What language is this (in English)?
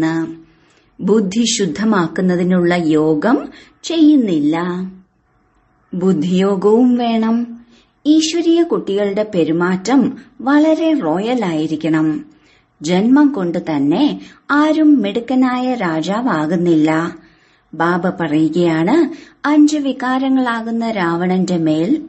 Malayalam